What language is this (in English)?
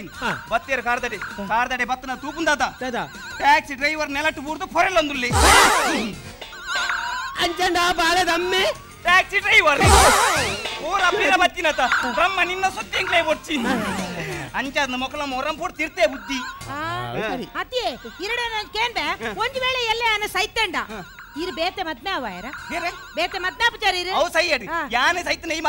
Tulu